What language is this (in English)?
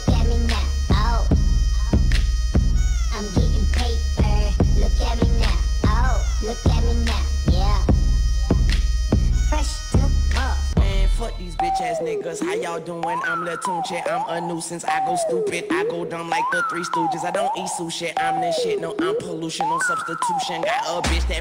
English